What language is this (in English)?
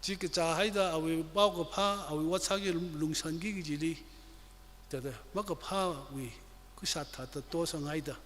Tangkhul Naga (India)